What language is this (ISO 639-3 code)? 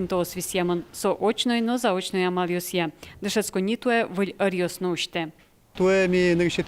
udm